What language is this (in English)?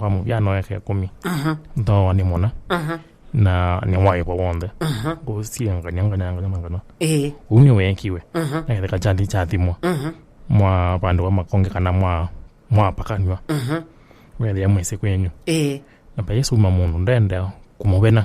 Kamba